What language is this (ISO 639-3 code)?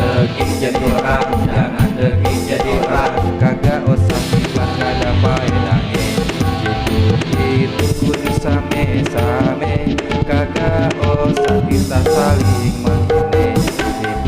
bew